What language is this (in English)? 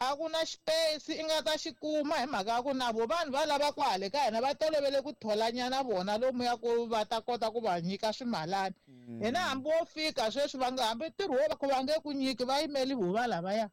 Tsonga